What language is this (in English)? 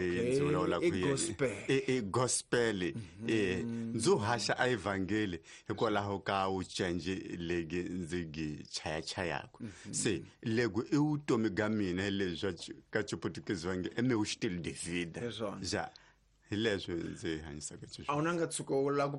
Tsonga